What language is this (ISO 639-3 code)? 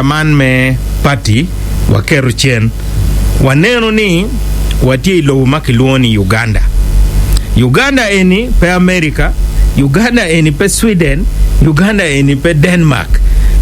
ach